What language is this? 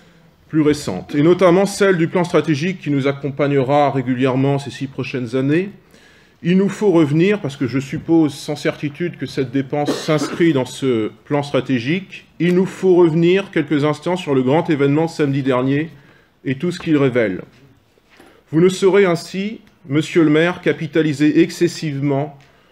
French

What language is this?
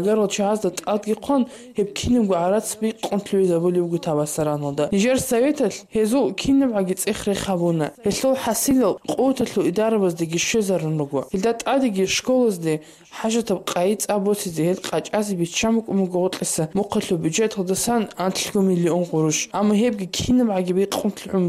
Avaric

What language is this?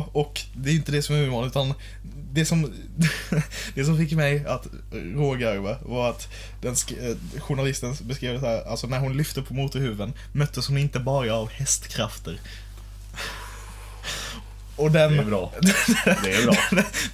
Swedish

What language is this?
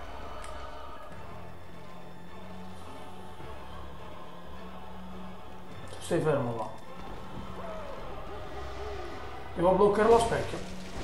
Italian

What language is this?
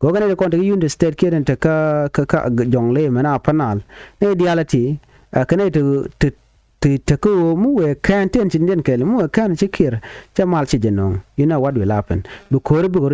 Nuer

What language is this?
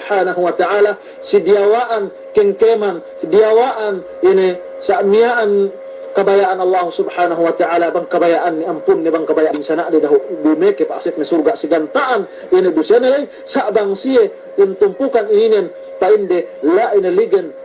Yakan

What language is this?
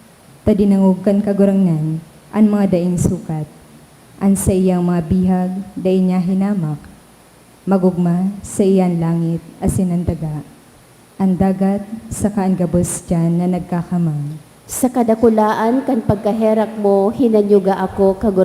Bikol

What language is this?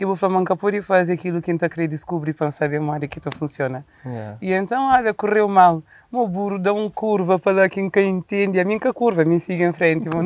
Kabuverdianu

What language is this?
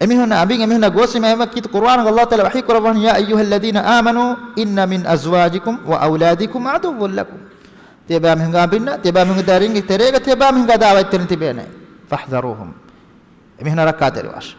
Divehi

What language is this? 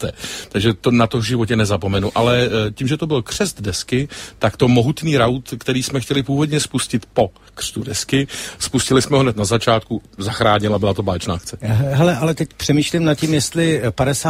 Czech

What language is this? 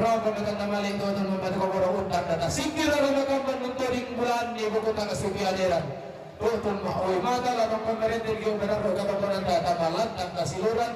Toraja-Sa'dan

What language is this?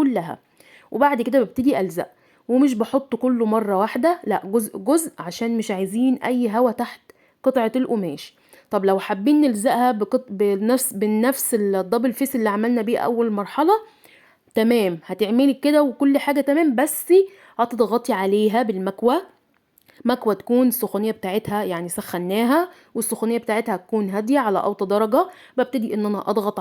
Egyptian Arabic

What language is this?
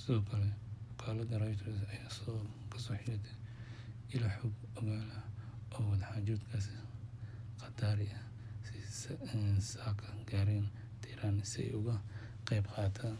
Somali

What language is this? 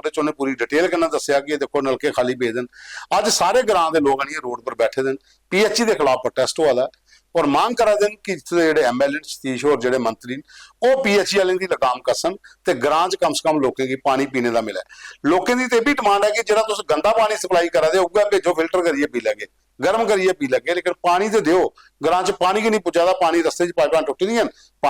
Dogri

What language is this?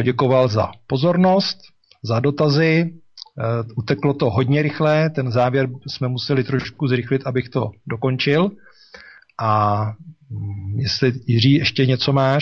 Czech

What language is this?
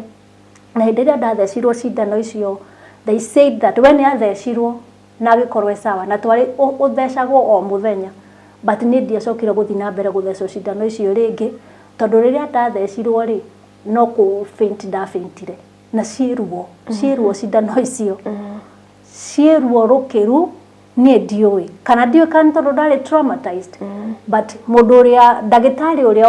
Kikuyu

